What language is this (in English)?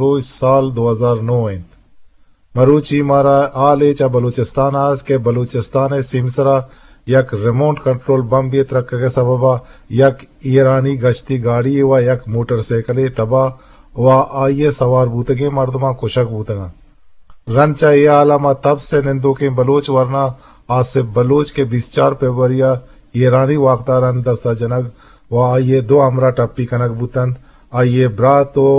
Eastern Balochi